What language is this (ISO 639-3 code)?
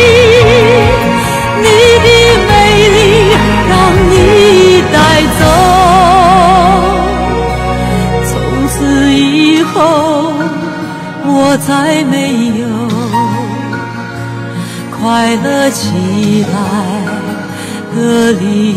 zho